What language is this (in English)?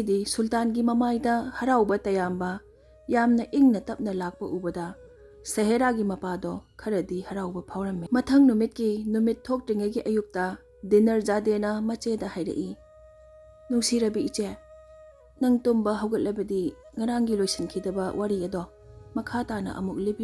Manipuri